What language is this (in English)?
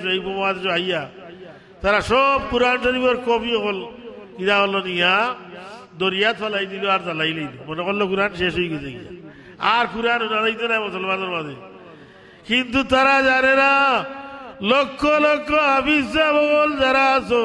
Sylheti